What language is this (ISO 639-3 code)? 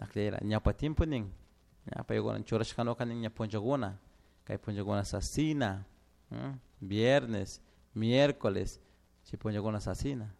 qug